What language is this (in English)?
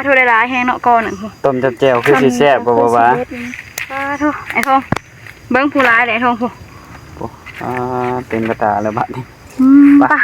Northeastern Thai